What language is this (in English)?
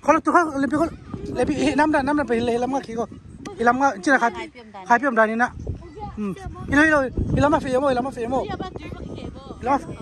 Tedim Chin